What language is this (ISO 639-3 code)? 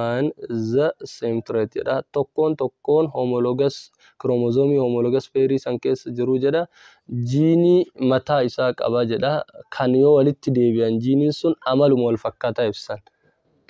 orm